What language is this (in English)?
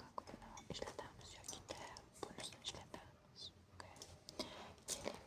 Uzbek